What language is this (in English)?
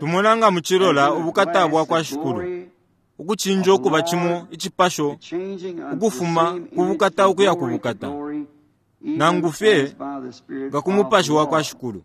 Bemba